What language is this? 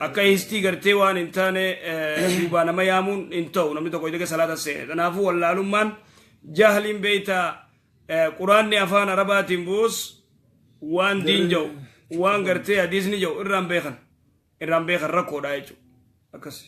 Oromo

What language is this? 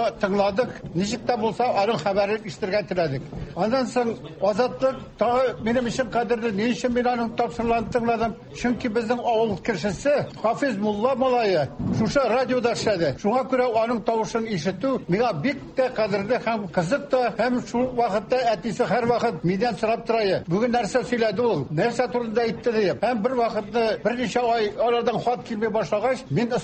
Tatar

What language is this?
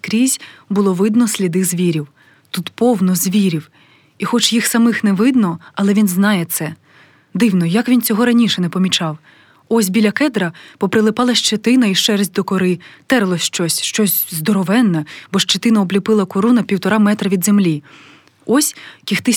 Ukrainian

